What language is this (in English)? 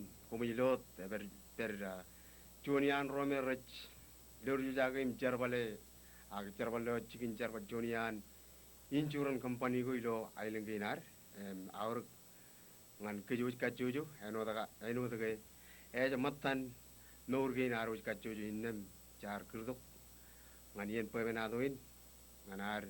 Marshallese